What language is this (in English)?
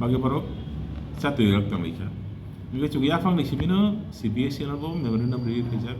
Kok Borok